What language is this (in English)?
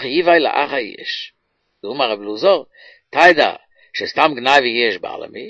Yiddish